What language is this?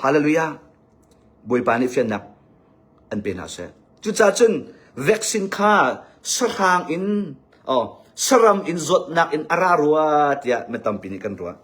Hakha Chin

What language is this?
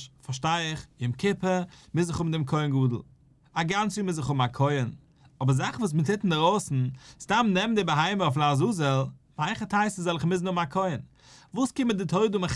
Yiddish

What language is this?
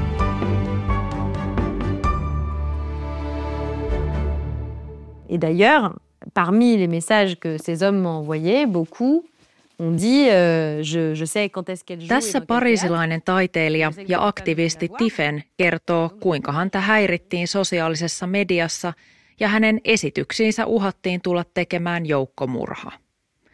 Finnish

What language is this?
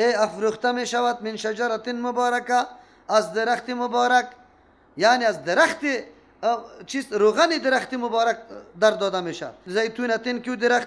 Persian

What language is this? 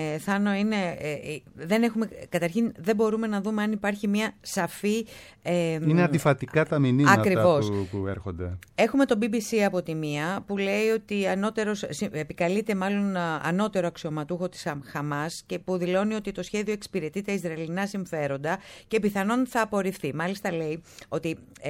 Greek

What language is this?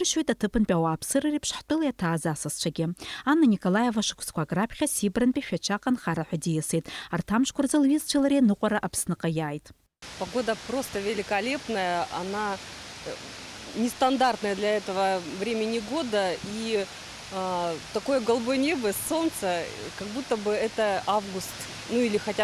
Abkhazian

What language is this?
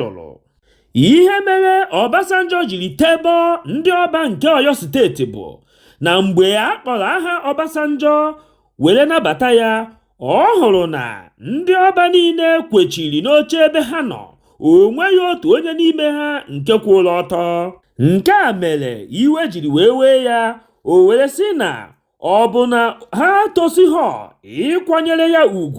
Igbo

